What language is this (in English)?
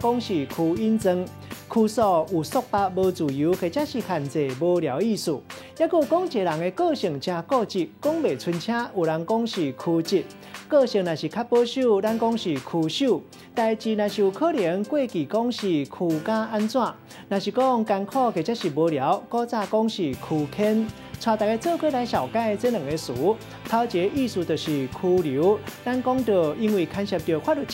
Min Nan Chinese